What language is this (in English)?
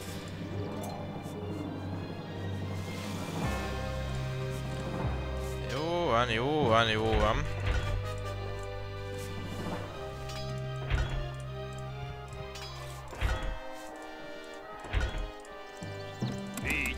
Hungarian